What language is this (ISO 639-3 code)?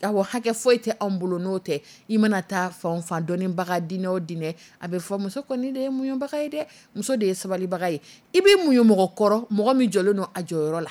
dyu